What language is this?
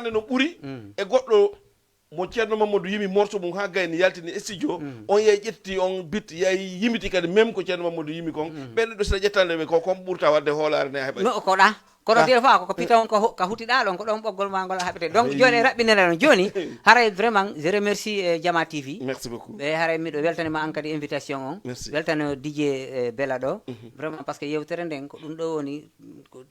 Fula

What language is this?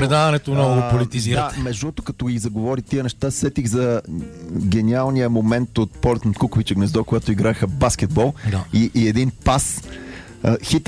Bulgarian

